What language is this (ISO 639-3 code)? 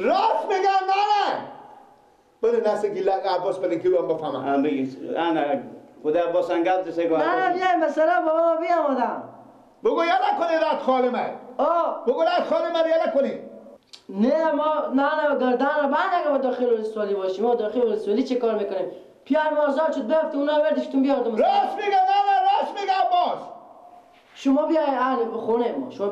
fas